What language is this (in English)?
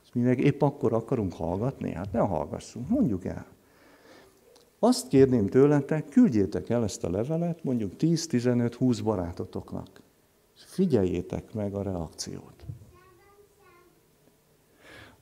Hungarian